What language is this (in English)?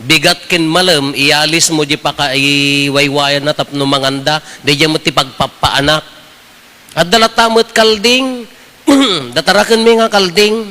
Iloko